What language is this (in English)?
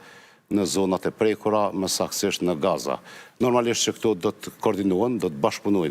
Albanian